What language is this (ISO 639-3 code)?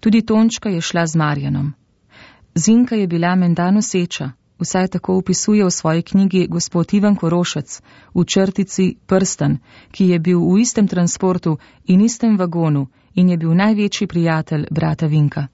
slv